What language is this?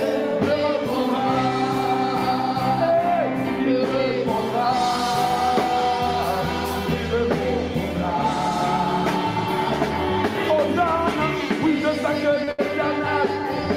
French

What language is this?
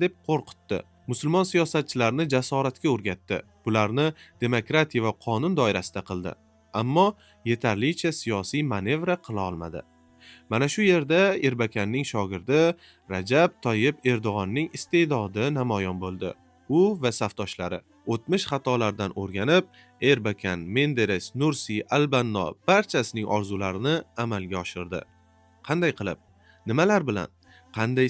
Uzbek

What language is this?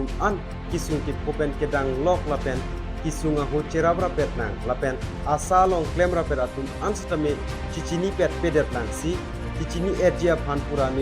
Karbi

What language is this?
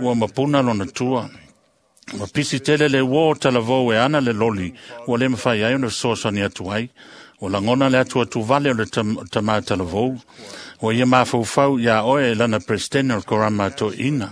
Samoan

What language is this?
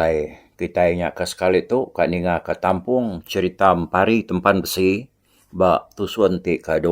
Iban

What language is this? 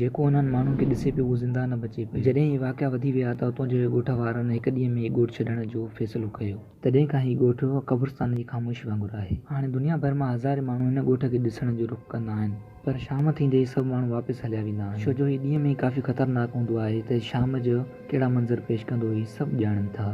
Sindhi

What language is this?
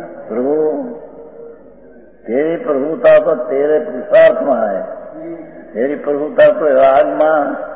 Hindi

